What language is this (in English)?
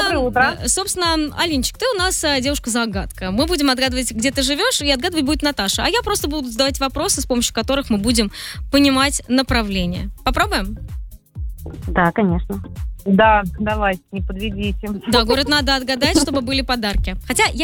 Russian